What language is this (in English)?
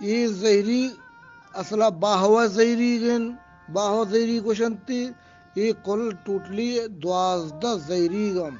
Eastern Balochi